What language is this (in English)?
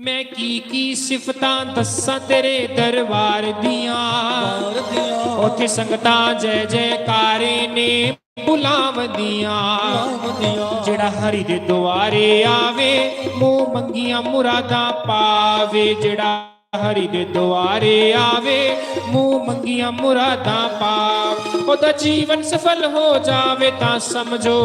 Dogri